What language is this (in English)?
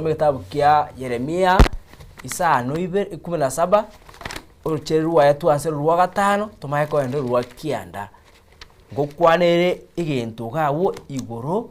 Gusii